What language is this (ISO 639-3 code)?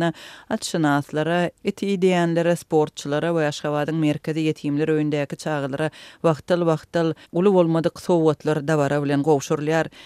tuk